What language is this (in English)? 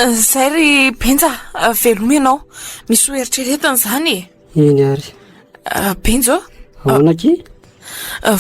Malagasy